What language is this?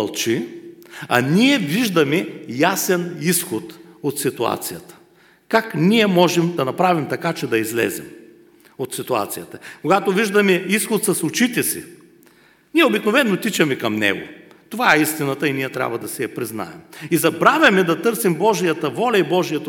Bulgarian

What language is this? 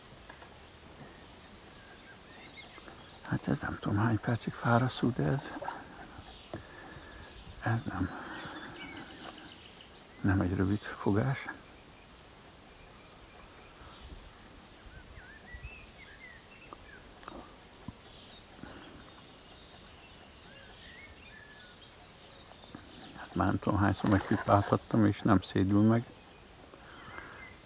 Hungarian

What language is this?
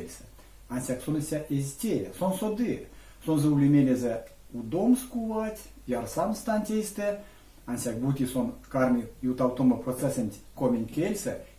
Erzya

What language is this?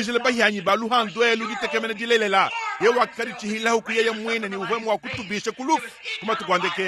Luba-Lulua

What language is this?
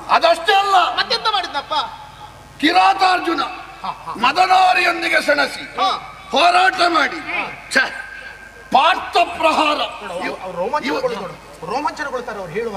Kannada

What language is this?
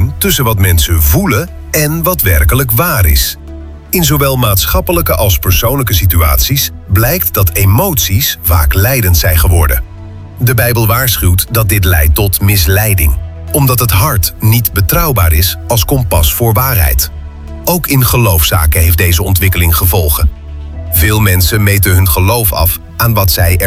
Dutch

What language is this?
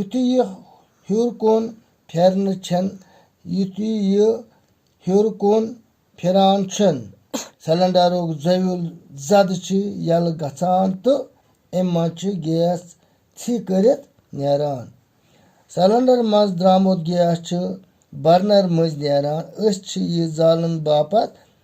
Kashmiri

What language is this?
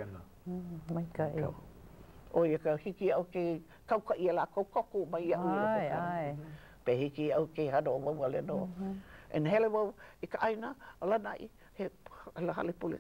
Hawaiian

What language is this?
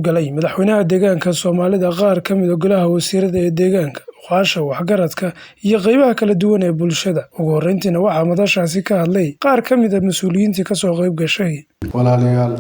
Somali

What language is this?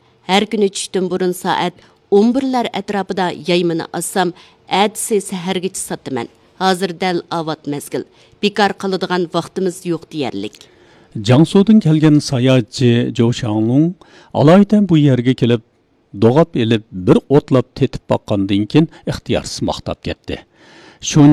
Uyghur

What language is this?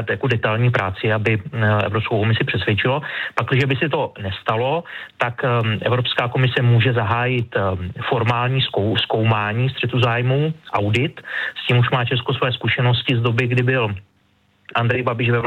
Czech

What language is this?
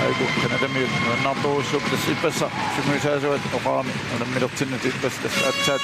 Kalaallisut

